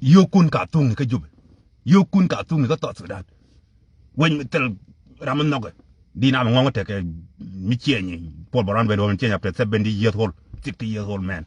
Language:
Nuer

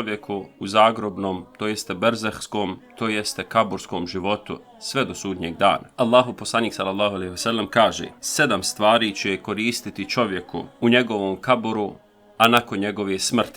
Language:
Bosnian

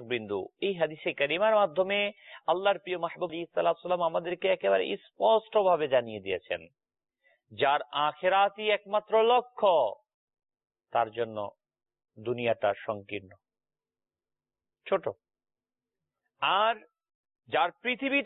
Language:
Bangla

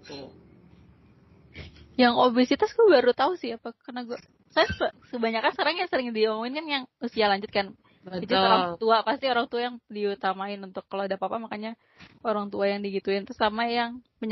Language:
Indonesian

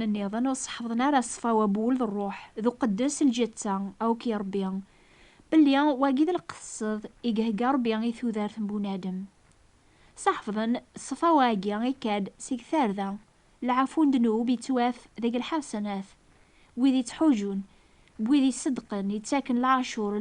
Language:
Kabyle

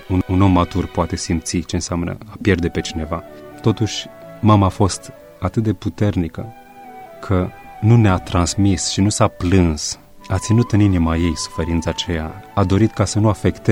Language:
Romanian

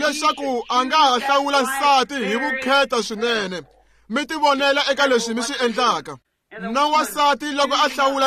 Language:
Tsonga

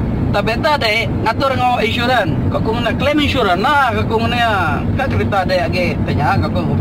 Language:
Iban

